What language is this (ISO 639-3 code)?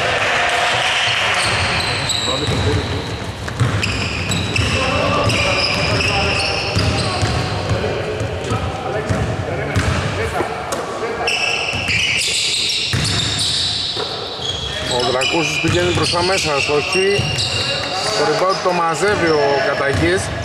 ell